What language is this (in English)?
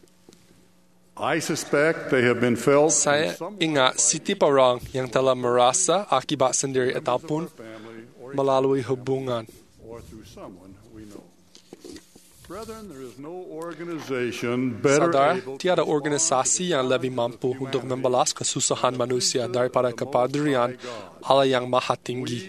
Malay